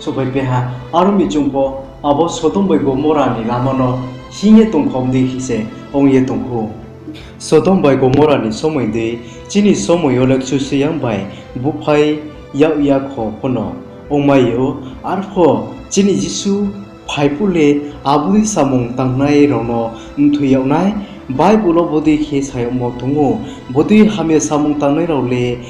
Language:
Riang (India)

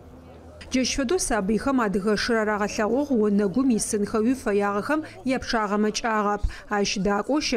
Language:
Adyghe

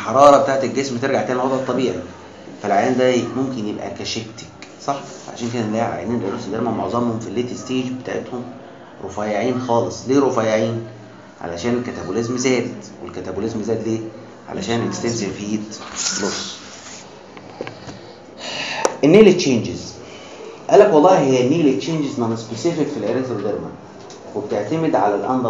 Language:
Egyptian Arabic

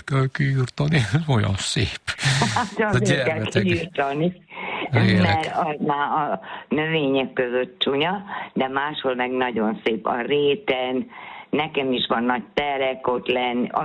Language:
Hungarian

